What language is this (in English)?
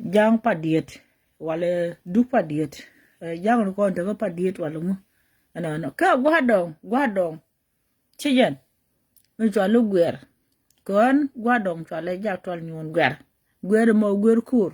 Nuer